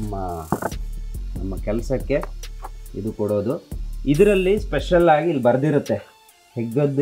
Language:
Kannada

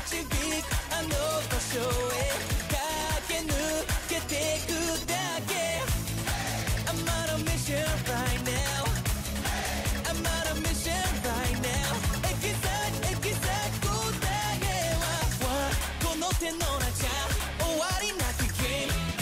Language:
Japanese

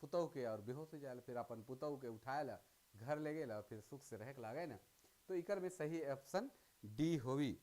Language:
Sadri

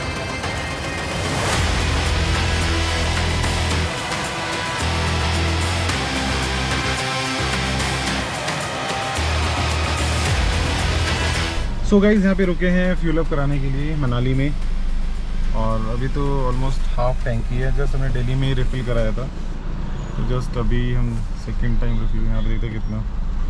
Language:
Hindi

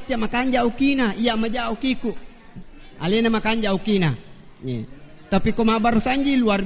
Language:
Buginese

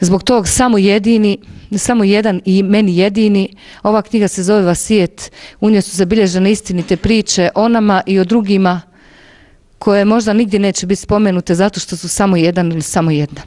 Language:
Bosnian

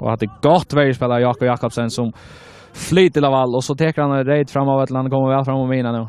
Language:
Faroese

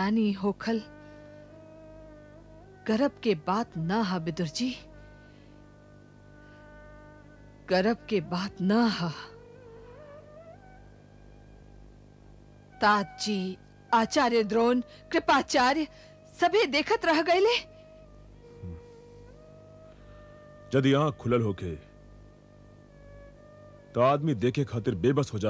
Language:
Bhojpuri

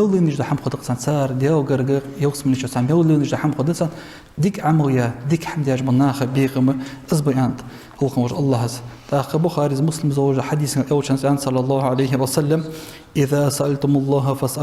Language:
Ingush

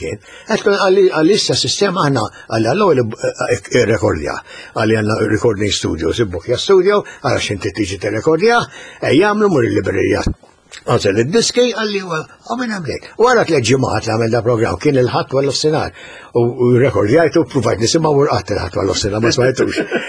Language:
Maltese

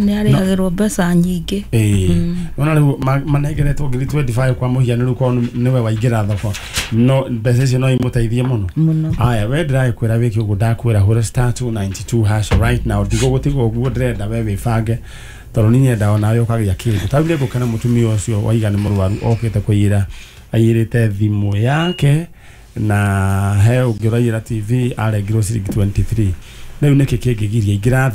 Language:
Kikuyu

